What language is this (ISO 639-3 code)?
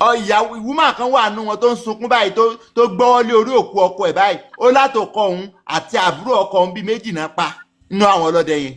yor